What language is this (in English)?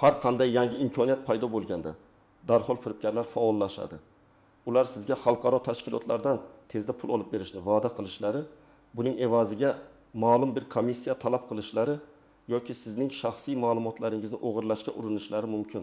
Uzbek